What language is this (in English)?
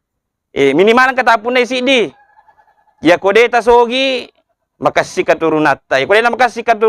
Buginese